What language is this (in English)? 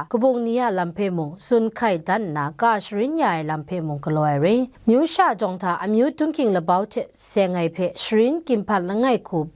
Kachin